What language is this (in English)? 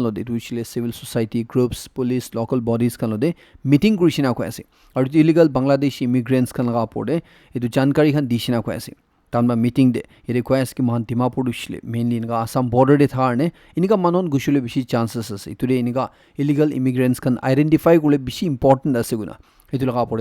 Naga Pidgin